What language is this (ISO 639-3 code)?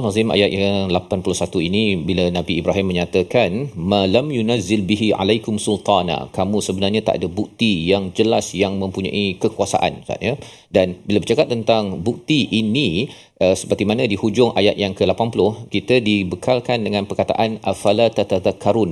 msa